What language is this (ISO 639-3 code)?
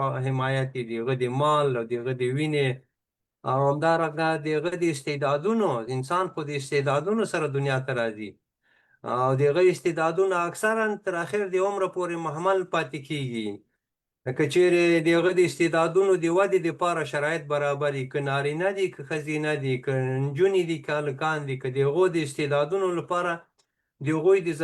pus